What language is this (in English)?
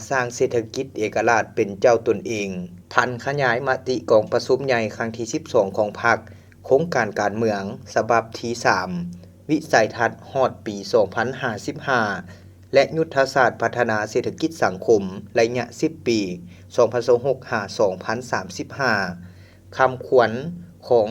Lao